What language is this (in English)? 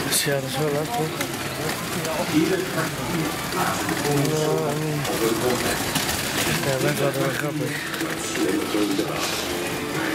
Dutch